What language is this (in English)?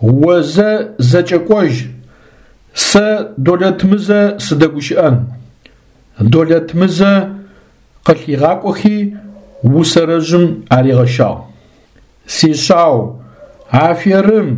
Adyghe